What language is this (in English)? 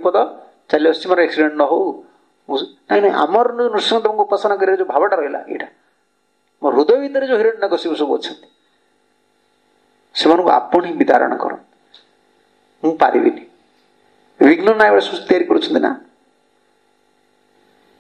Odia